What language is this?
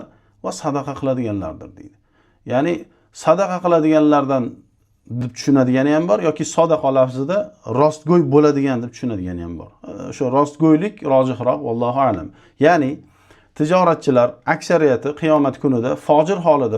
Uzbek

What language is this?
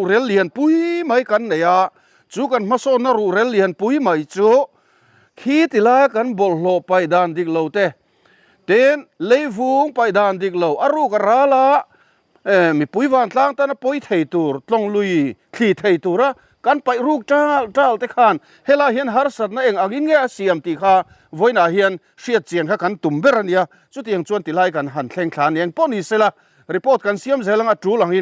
Mizo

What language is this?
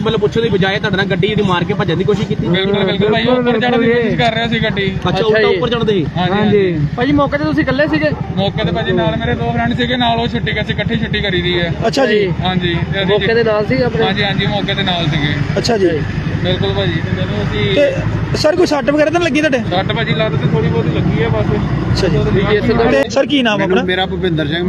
Punjabi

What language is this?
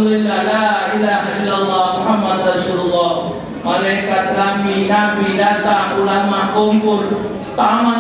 Musi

